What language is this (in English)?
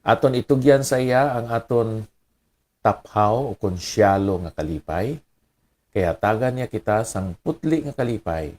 Hiligaynon